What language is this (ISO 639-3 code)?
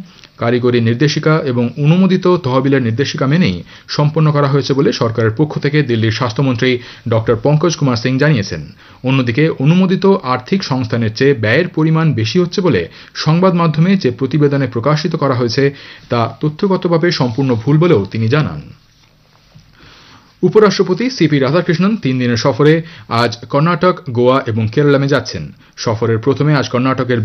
ben